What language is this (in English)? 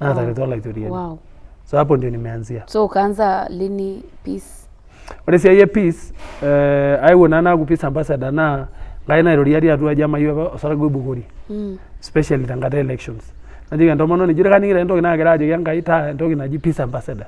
Masai